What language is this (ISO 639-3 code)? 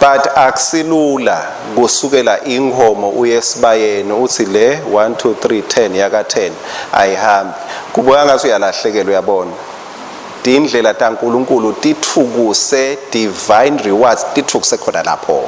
ssw